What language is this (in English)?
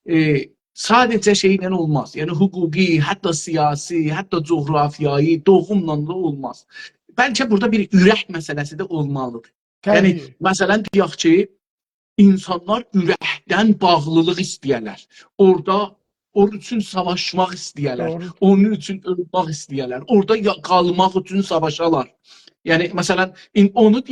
South Azerbaijani